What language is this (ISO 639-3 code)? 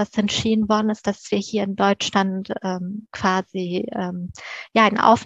deu